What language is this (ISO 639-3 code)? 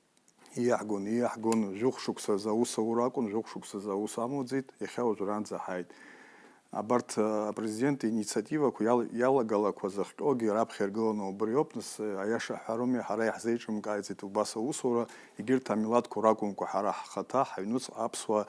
abk